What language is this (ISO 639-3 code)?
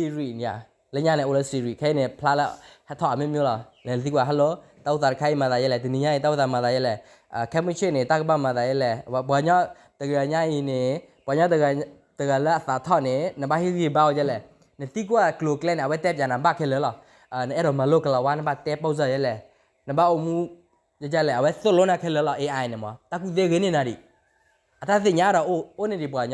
ksw